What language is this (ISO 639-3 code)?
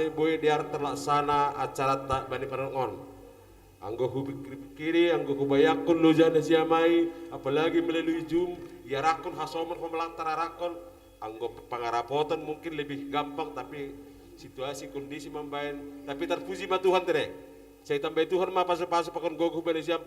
bts